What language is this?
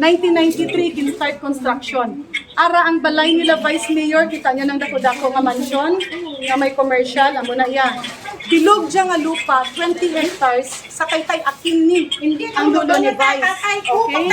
Hiligaynon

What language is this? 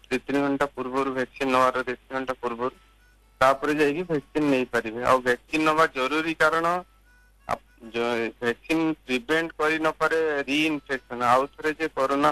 Odia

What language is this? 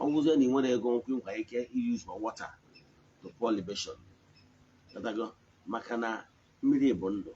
Igbo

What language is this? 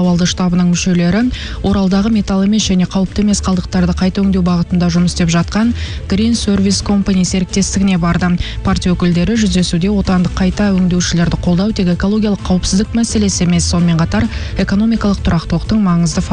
Kazakh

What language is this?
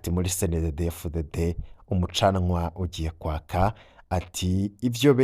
Rundi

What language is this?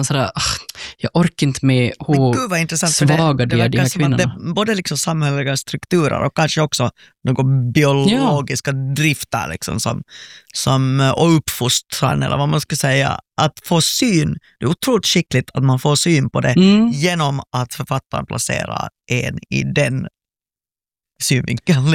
Swedish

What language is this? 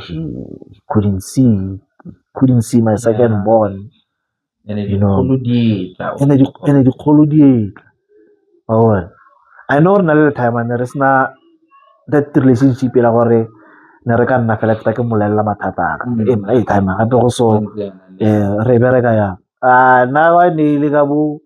Tswana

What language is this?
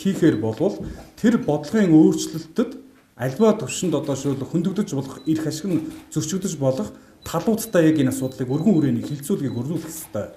Mongolian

